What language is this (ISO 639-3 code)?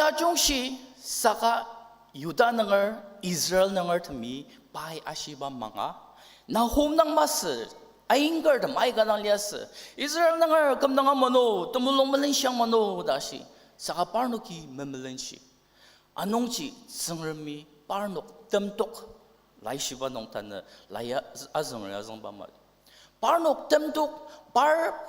njo